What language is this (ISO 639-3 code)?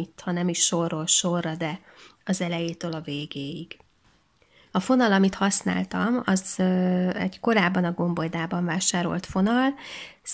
hun